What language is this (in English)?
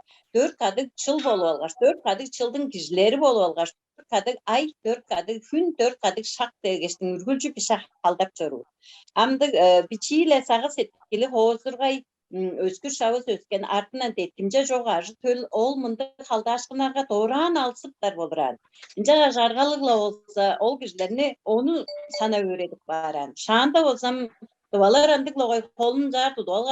Tuvinian